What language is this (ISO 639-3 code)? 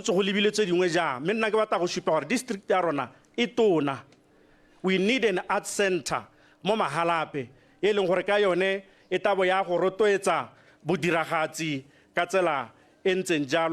tsn